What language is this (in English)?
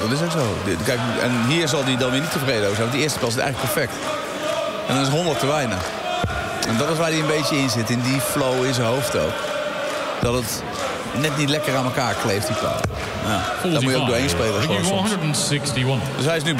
Dutch